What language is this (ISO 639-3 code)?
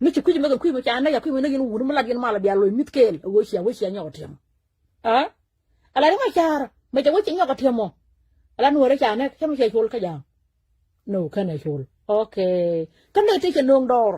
nus